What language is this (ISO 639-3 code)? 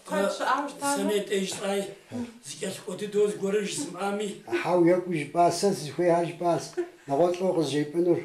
kbd